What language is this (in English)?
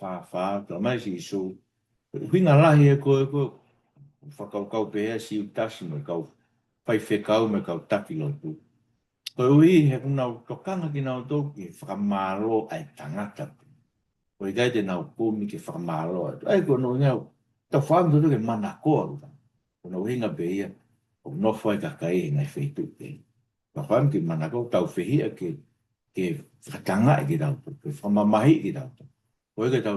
Tongan